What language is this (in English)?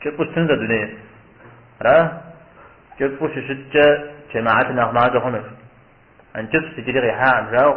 Kabardian